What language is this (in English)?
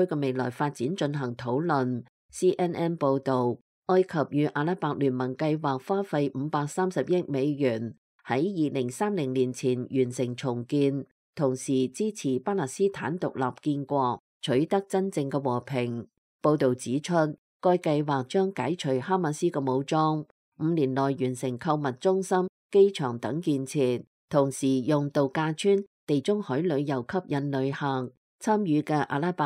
Cantonese